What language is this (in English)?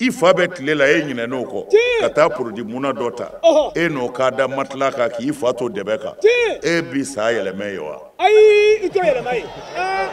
Bambara